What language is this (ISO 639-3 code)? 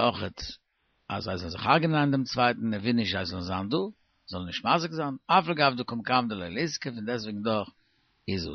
yid